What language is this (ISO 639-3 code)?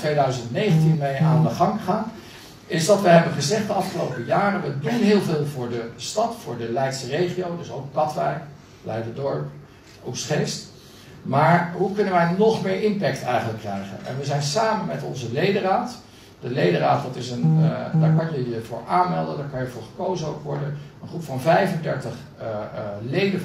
nld